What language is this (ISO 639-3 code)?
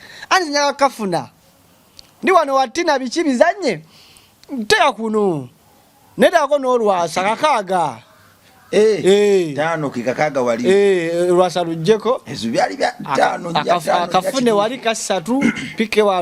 lug